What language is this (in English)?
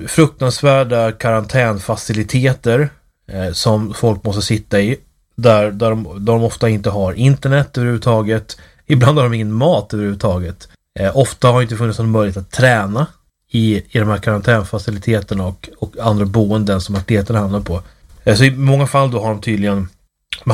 Swedish